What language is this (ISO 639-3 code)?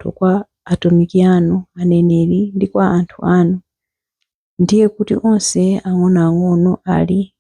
nya